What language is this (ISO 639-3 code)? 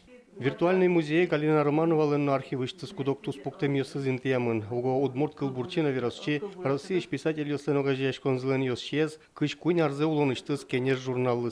udm